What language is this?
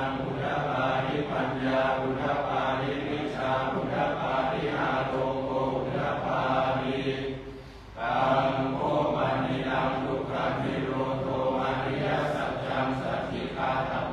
Pali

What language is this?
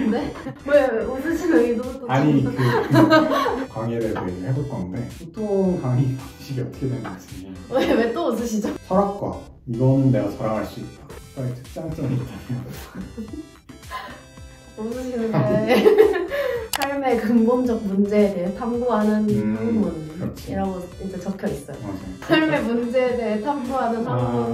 Korean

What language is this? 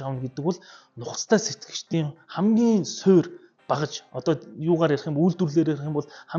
Mongolian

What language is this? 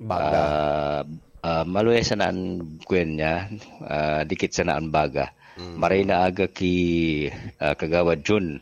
Bikol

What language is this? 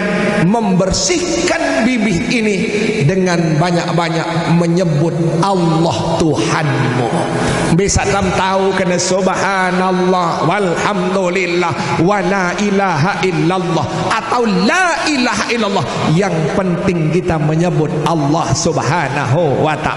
Sasak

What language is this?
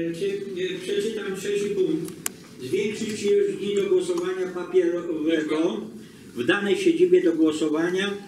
Polish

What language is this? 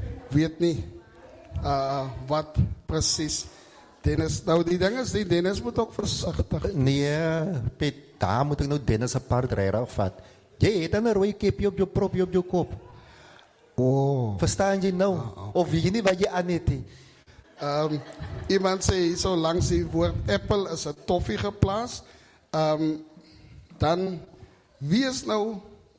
Afrikaans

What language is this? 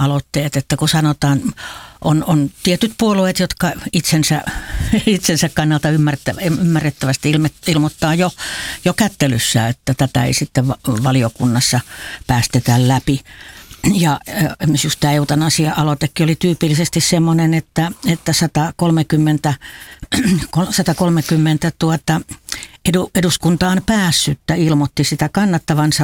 Finnish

